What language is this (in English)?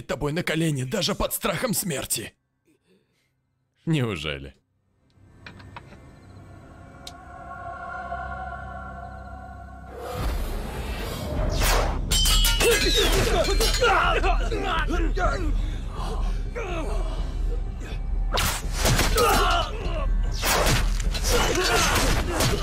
Russian